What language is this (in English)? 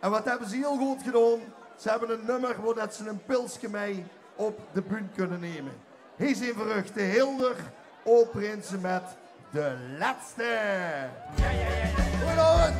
Limburgish